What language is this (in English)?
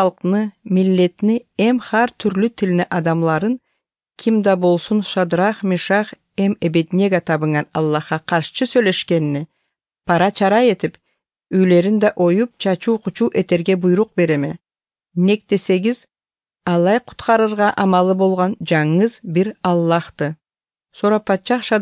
Kyrgyz